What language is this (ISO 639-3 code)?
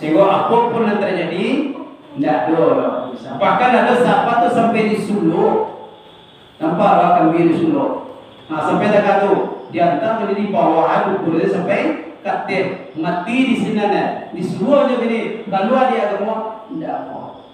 min